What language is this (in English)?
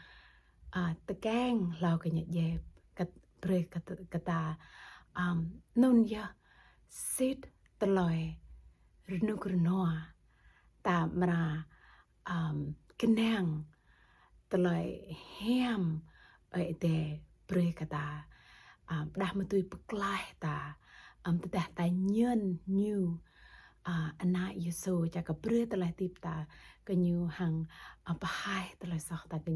Jarai